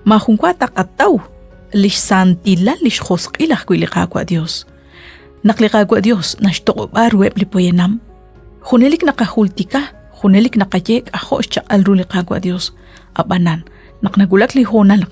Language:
Kekchí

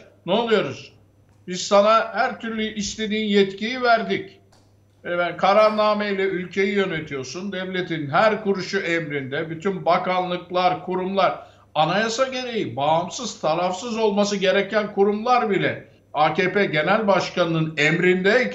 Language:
Turkish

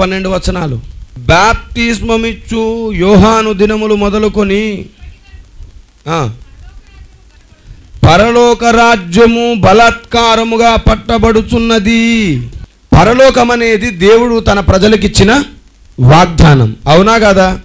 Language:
Telugu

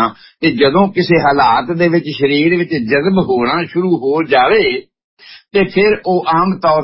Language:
Punjabi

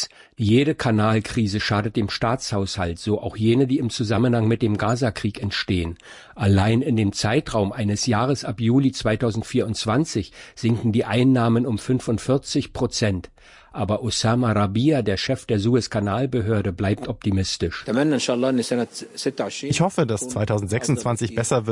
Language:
German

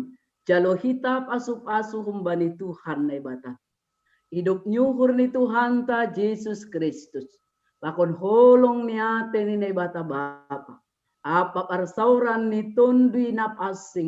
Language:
Batak Simalungun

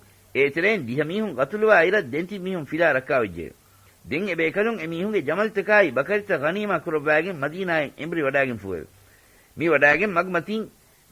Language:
Divehi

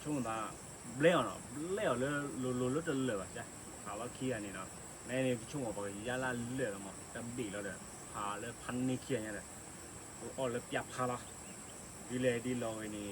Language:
S'gaw Karen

